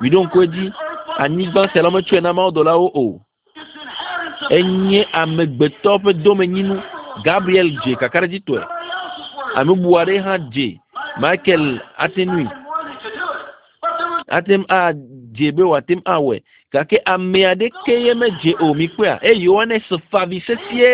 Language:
Ewe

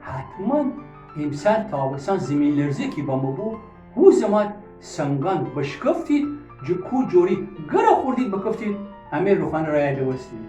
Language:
Gilaki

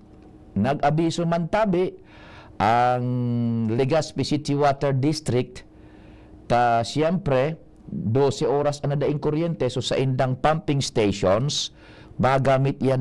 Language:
Bikol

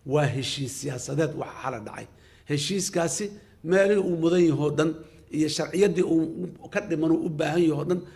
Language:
Somali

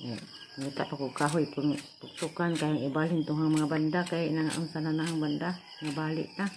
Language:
Cebuano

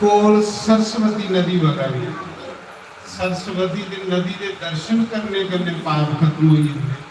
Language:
Dogri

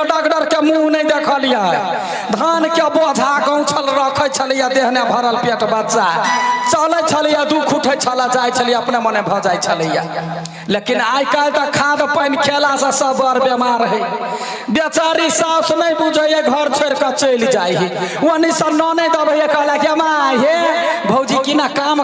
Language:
Maithili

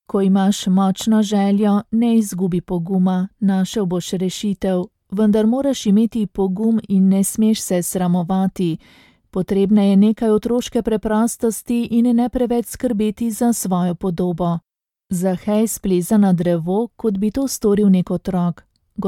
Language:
Slovenian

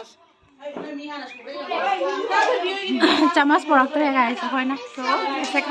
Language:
Manipuri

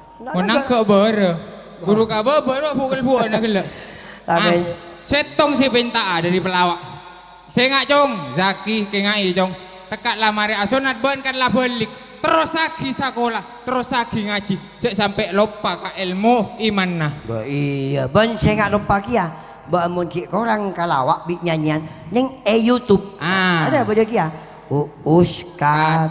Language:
Madurese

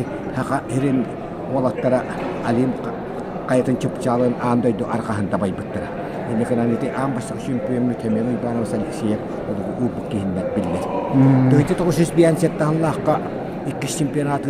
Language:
Yakut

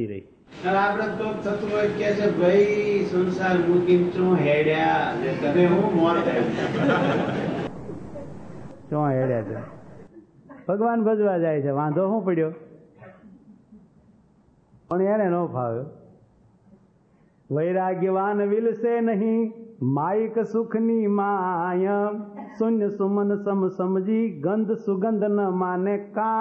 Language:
Gujarati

